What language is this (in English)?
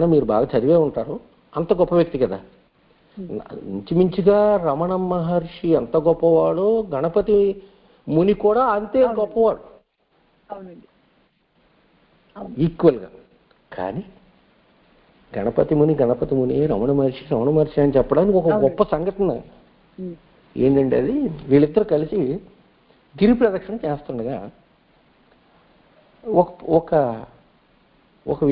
Telugu